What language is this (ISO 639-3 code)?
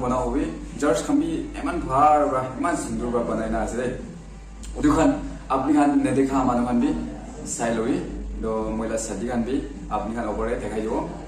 nag